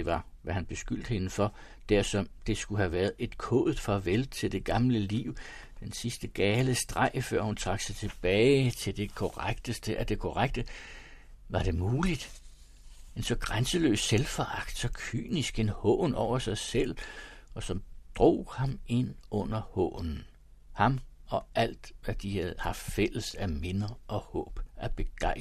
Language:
Danish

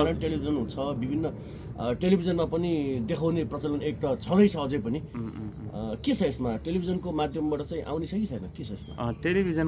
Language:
Nepali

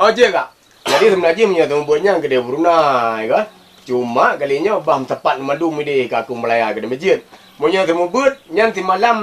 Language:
Achinese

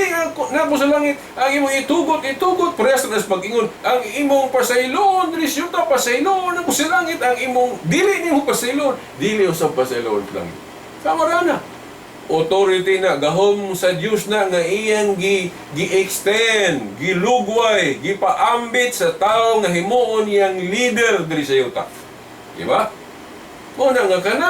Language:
Cebuano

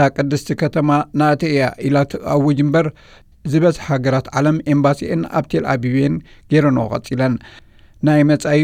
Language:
Tigrinya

